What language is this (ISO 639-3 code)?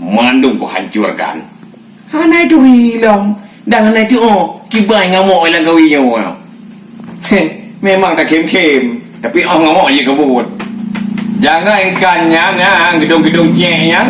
ace